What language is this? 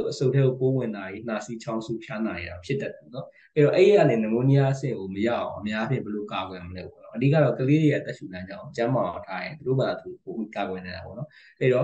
Burmese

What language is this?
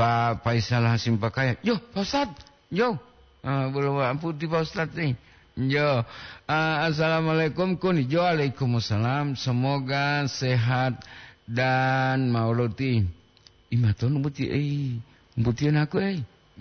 Gorontalo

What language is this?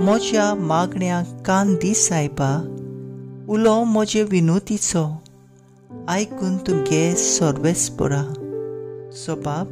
Konkani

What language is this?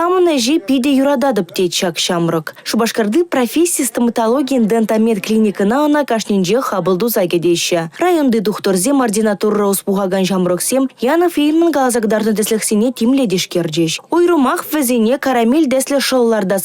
Chuvash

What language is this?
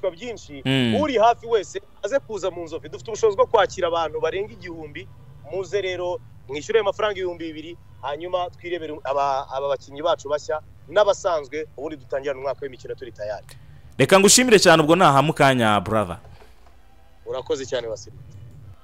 Kinyarwanda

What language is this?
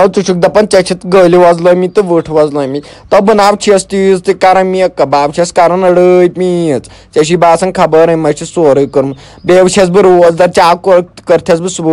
Kashmiri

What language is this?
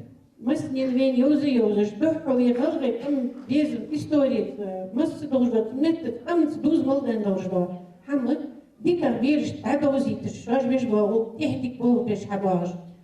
Ingush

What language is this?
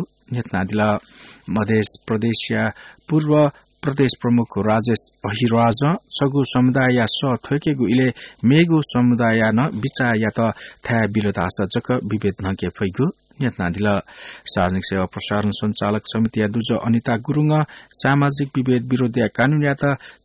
Newari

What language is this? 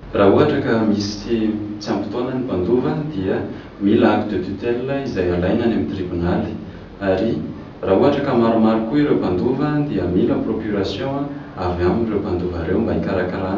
Malagasy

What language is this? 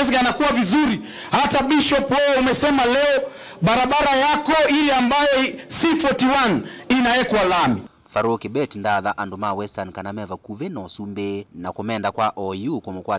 Kamba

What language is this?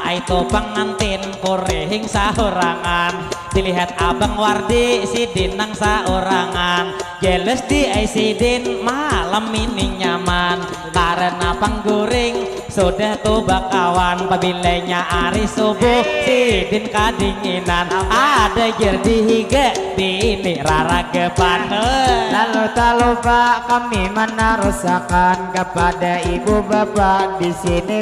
Banjar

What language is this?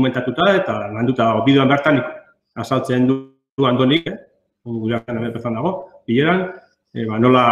Basque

